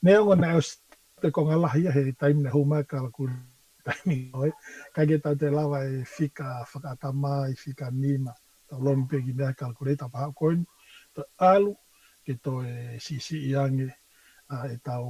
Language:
Tongan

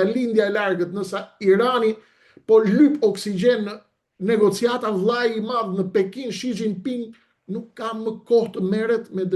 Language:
Albanian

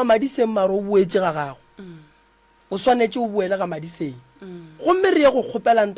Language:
Northern Sotho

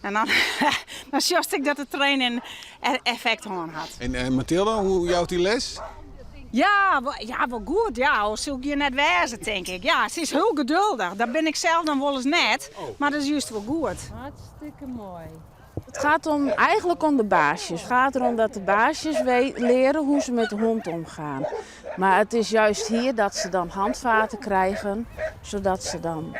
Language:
Western Frisian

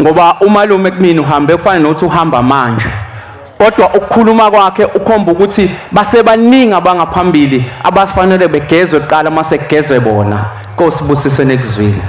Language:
Zulu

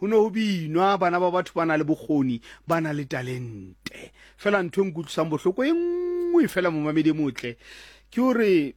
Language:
Tswana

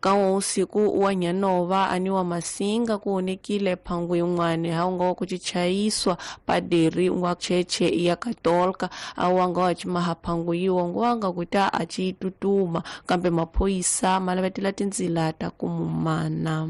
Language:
Tsonga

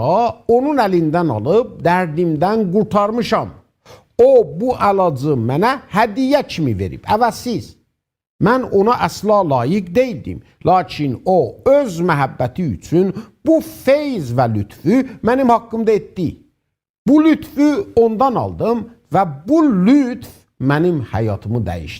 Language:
South Azerbaijani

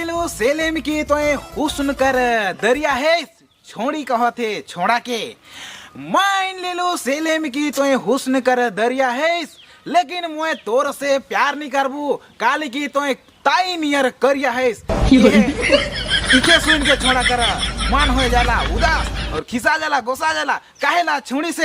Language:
Sadri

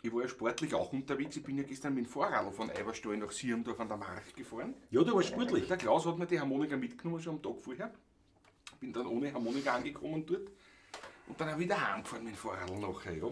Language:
Bavarian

